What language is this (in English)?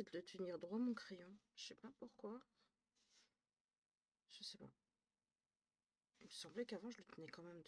French